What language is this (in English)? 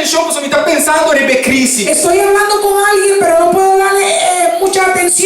Papiamento